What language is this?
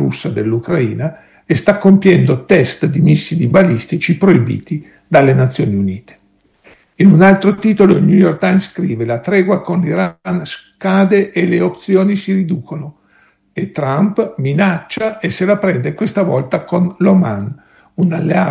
Italian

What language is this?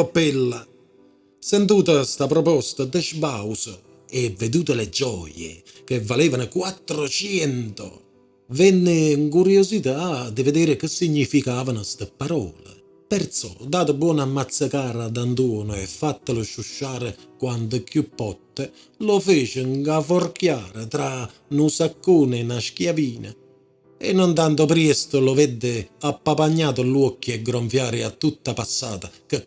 Neapolitan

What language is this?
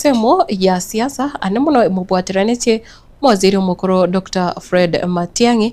Gusii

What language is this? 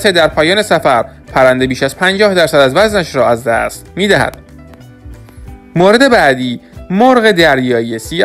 Persian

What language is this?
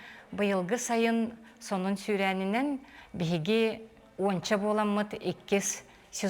Yakut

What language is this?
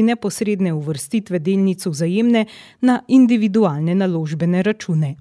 Slovenian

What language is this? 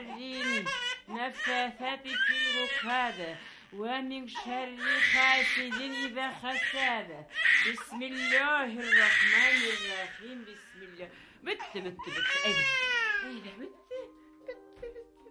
Bashkir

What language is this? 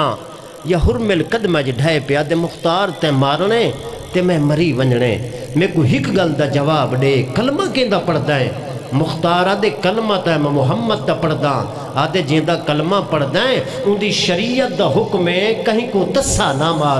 Saraiki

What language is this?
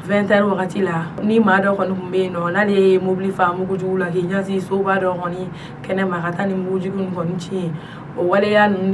Bambara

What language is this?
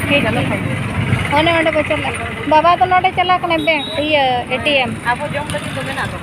Santali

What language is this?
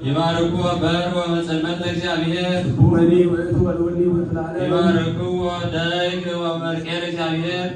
Geez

